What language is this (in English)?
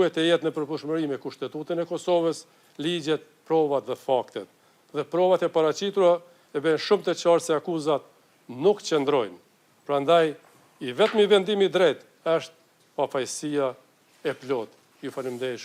Albanian